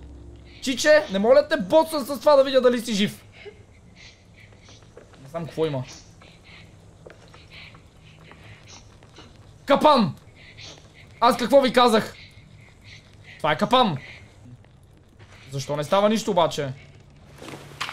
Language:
Bulgarian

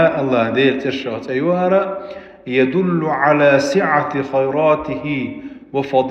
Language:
Chechen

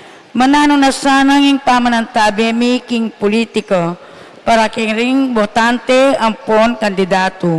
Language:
Pampanga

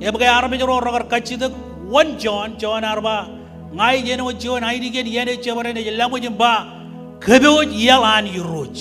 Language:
Marshallese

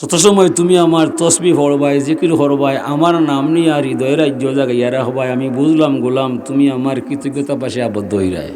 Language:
Sylheti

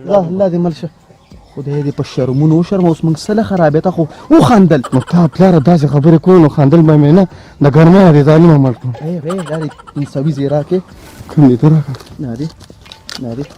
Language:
Pashto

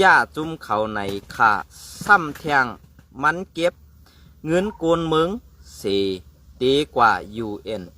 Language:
Shan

